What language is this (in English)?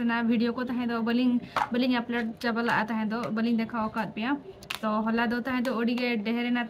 Santali